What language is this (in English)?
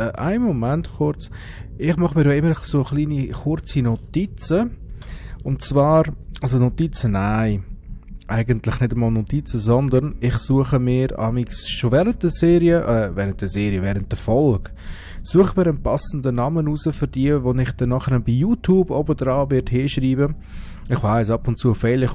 Swiss German